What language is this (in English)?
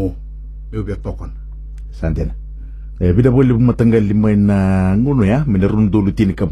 Fijian